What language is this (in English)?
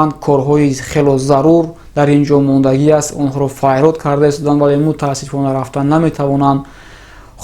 Tajik